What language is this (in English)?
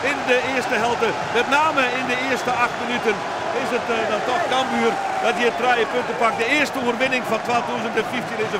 Western Frisian